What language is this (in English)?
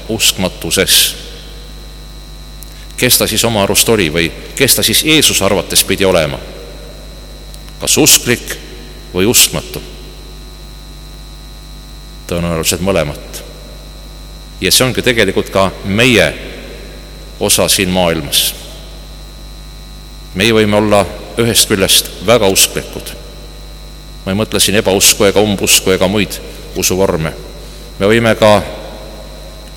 Estonian